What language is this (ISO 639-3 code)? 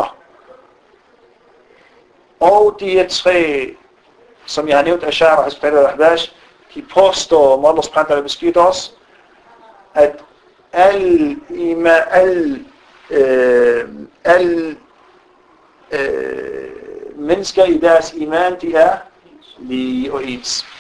dan